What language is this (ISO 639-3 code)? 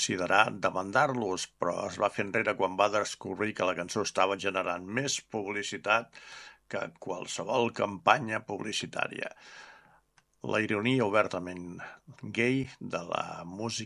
cat